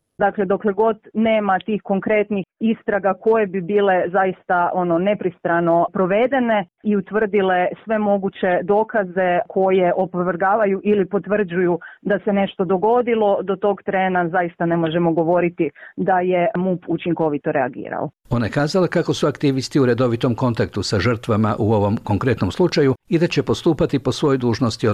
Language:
Croatian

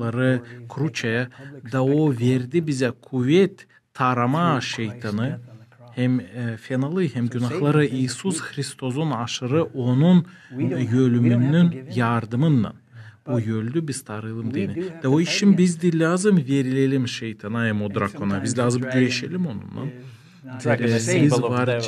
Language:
Gagauz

